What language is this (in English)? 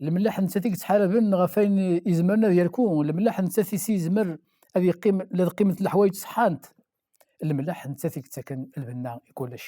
Kabyle